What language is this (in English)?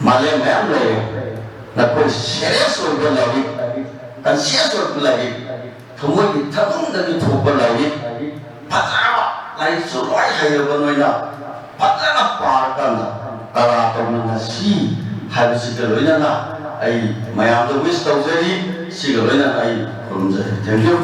Manipuri